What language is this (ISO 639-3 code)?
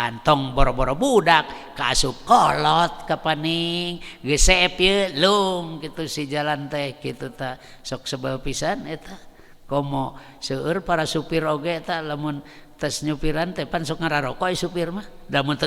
sun